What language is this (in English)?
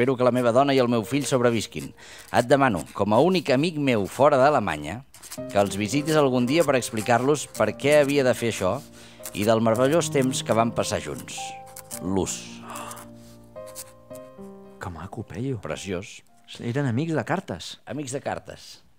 Catalan